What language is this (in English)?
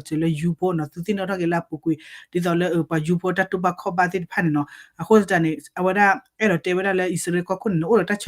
S'gaw Karen